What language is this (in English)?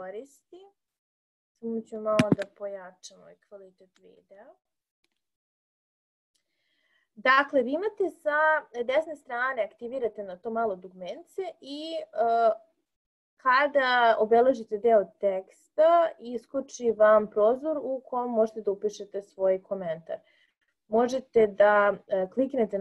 Serbian